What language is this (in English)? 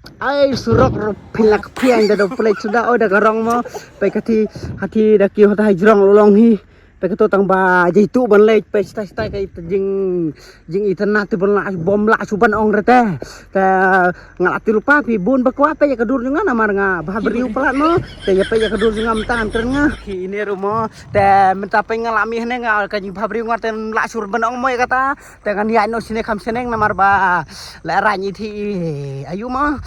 Khasi